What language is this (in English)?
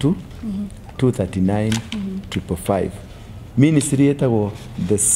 Kikuyu